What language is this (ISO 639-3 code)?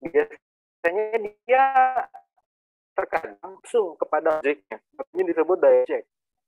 ind